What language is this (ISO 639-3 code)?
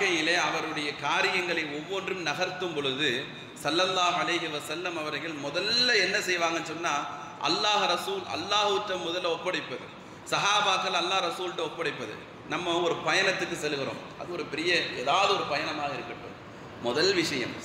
tam